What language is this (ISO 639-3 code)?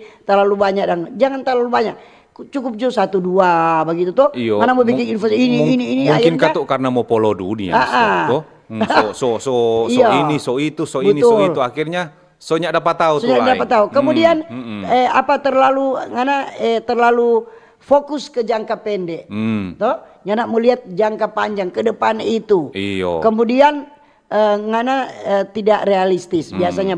xmm